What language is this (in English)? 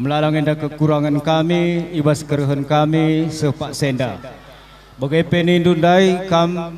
Batak Karo